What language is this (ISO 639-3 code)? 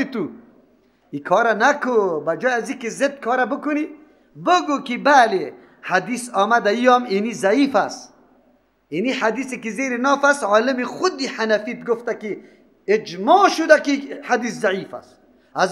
fas